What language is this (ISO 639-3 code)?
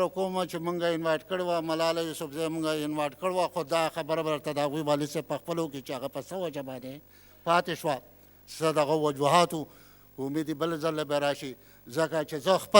pus